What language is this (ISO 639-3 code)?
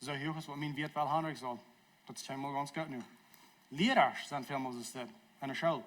pdt